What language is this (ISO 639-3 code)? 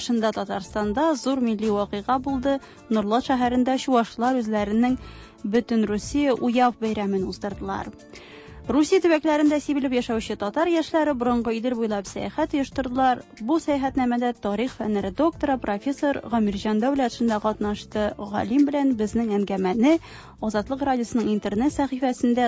tat